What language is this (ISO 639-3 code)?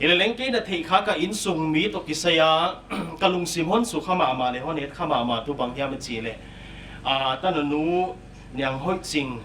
pck